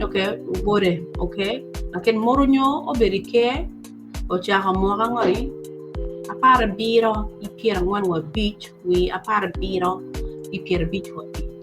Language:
Acoli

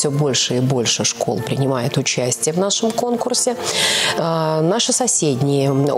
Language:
Russian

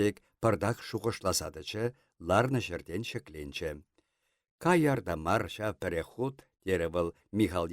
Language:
Chuvash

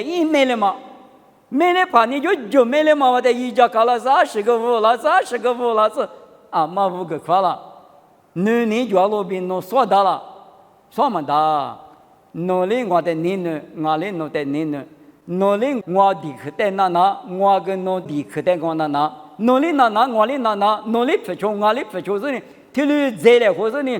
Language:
Lisu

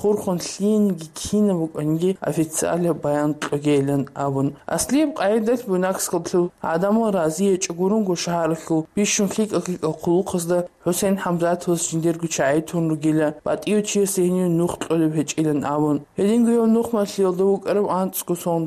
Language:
Avaric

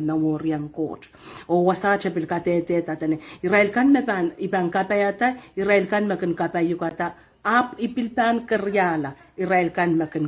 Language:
Pohnpeian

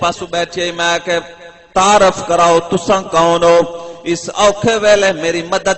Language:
Saraiki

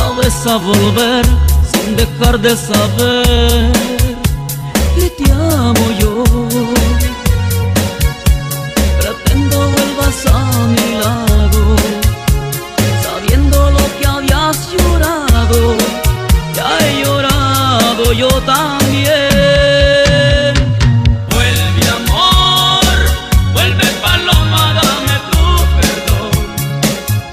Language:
Spanish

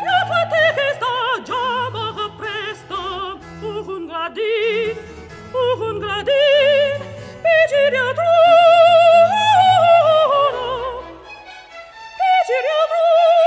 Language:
Italian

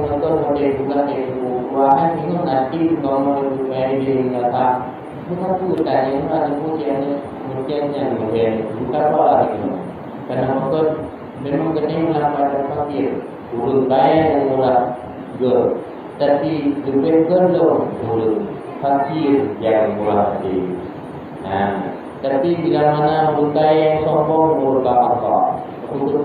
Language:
Achinese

